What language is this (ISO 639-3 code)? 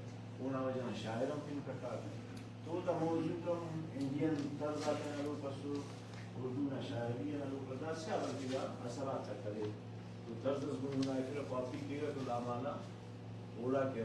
brh